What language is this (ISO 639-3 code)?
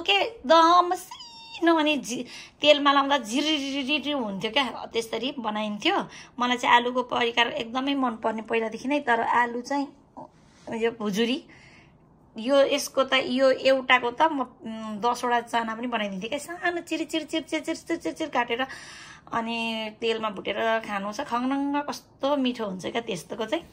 nep